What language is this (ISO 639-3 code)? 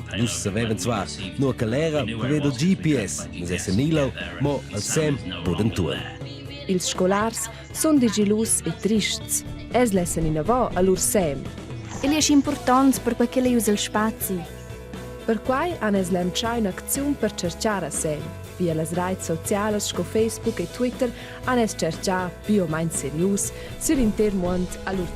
roh